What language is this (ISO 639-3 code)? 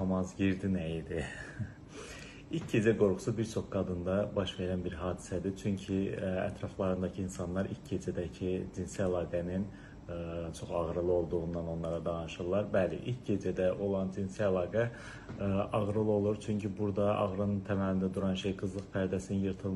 aze